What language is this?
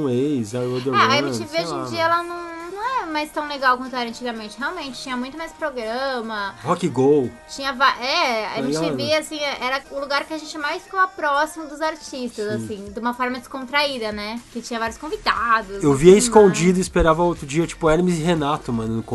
Portuguese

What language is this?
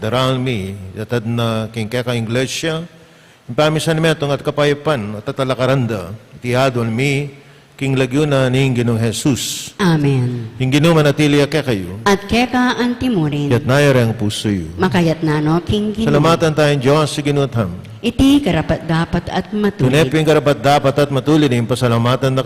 Pampanga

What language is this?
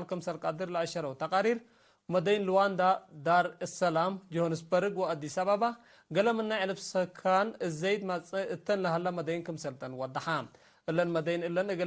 Tigre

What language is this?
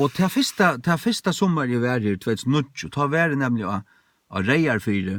Faroese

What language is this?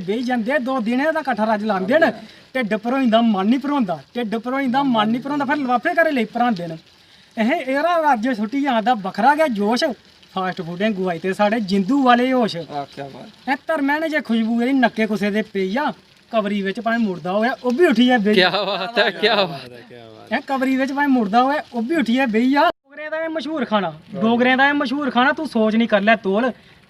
Dogri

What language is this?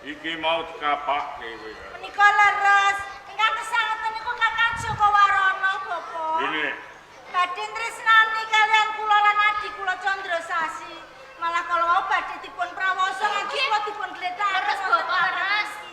Javanese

